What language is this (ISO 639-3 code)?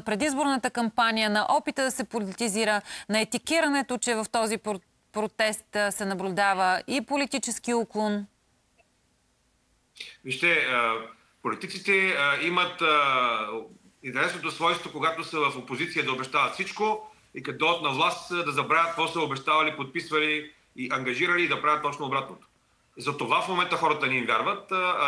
bul